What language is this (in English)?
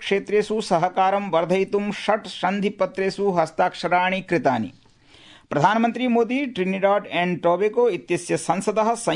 Sanskrit